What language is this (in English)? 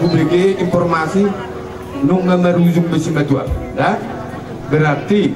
Batak Toba